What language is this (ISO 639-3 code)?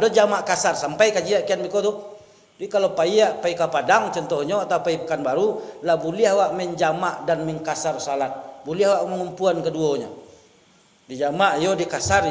min